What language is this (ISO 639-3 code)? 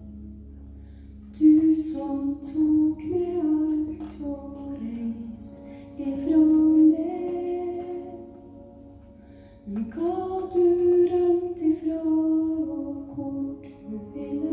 nor